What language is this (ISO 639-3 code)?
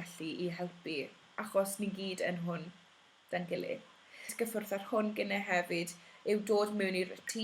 cym